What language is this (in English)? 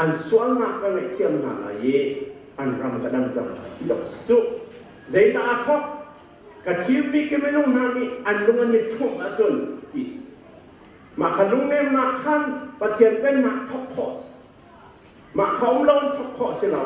Hakha Chin